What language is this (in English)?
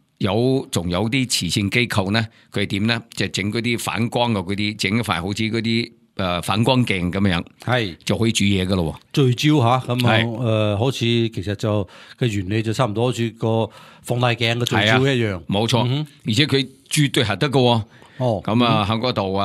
Cantonese